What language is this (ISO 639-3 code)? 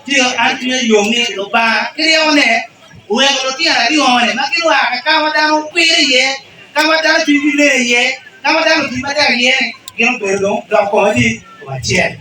ach